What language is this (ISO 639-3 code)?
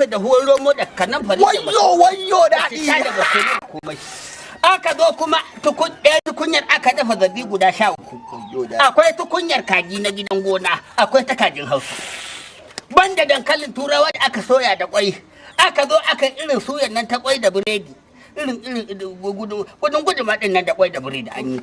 hau